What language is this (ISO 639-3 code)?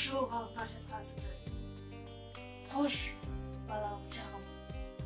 kir